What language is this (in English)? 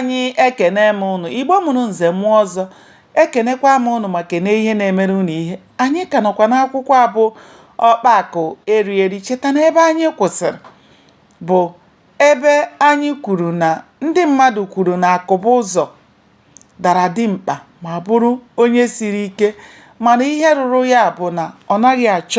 Igbo